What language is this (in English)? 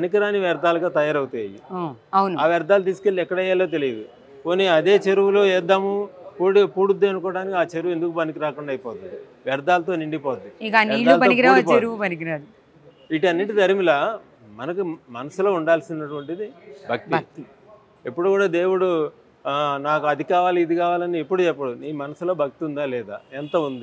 Telugu